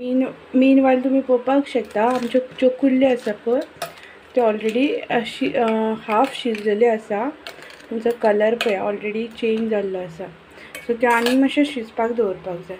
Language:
Konkani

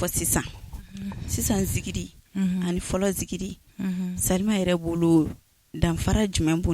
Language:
Bambara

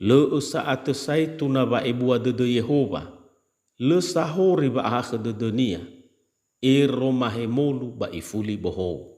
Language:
Nias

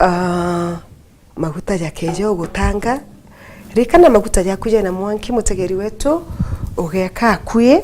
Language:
Meru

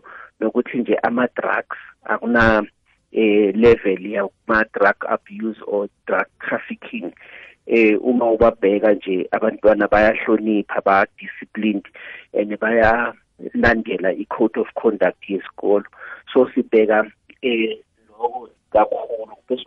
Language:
South Ndebele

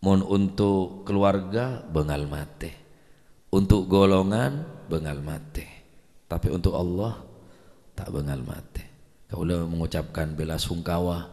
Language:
Madurese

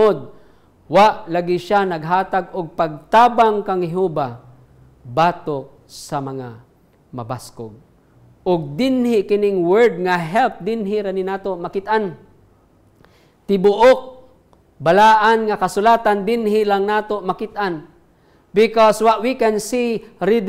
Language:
Cebuano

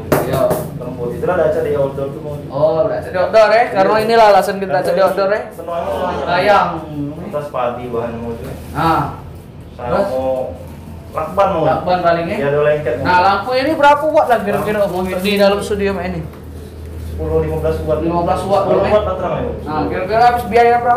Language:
Musi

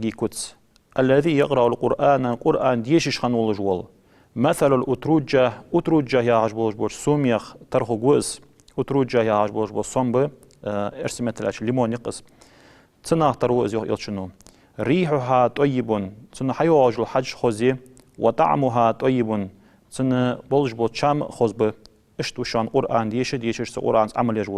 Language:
Ingush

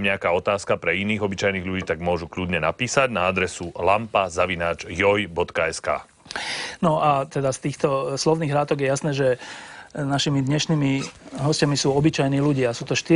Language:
Slovak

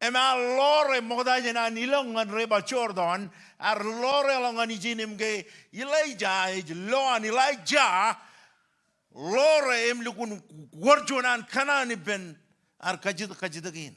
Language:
Marshallese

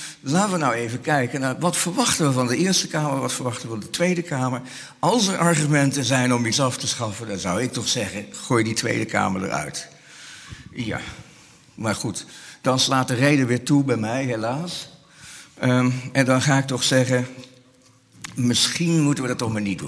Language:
Dutch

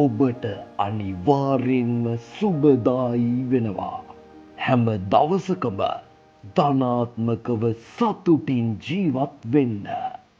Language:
Sinhala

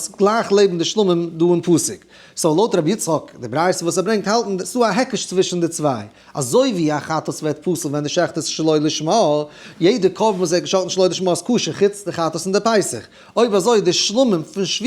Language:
Yiddish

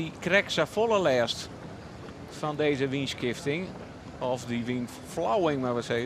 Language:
Western Frisian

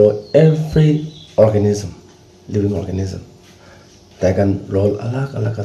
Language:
Naga Pidgin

